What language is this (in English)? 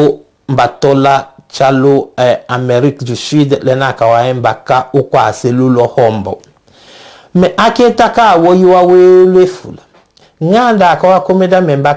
Tetela